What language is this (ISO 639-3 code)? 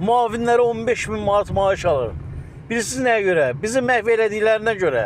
aze